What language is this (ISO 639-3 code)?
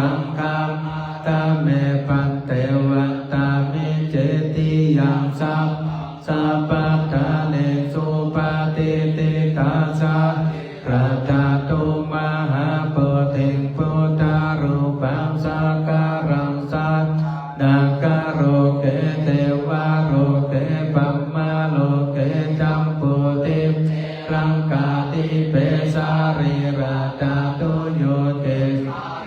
pli